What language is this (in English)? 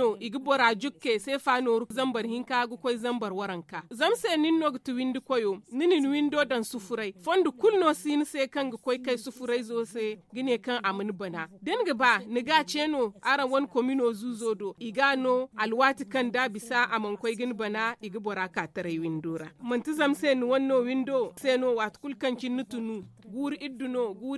Zarma